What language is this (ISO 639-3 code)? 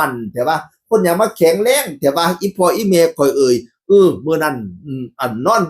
tts